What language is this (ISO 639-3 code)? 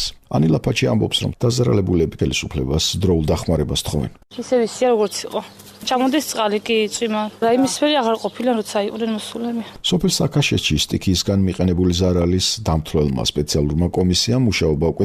kat